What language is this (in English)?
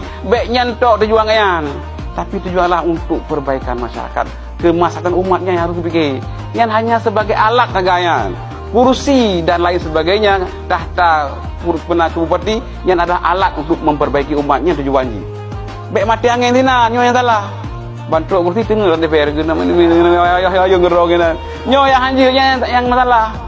Achinese